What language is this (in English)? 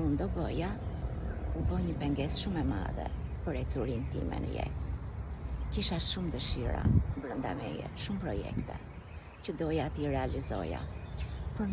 Albanian